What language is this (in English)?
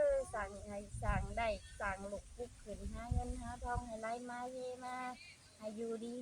Northeastern Thai